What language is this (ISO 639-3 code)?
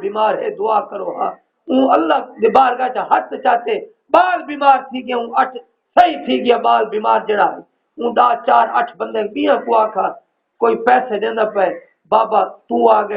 skr